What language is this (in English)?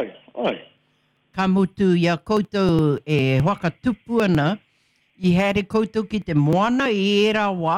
Māori